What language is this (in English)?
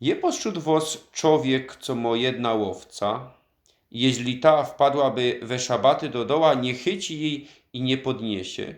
Silesian